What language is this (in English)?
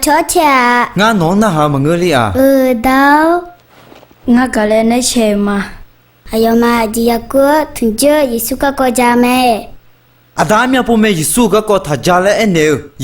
Akha